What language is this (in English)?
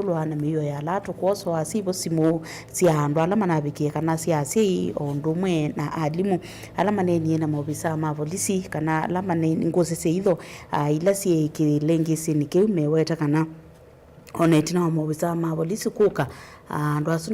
Kamba